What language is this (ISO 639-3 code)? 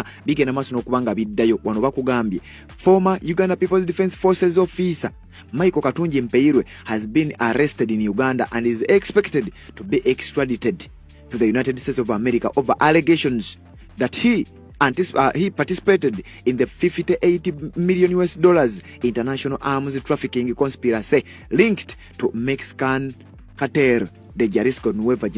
lug